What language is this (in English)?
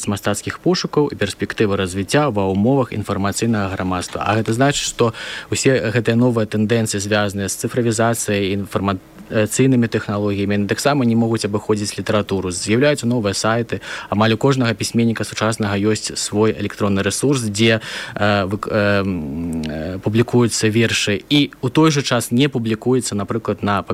Belarusian